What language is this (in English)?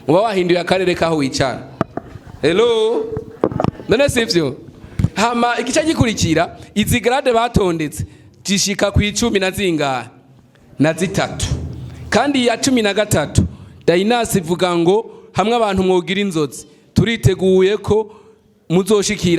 Rundi